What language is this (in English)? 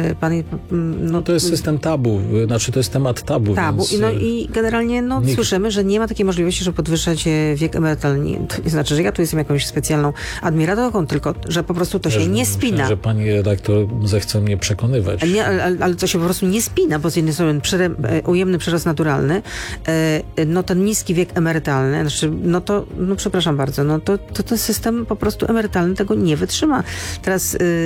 Polish